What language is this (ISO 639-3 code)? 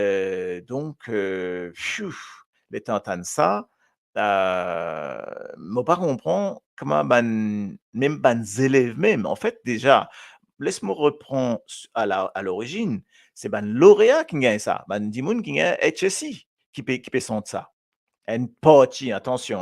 mfe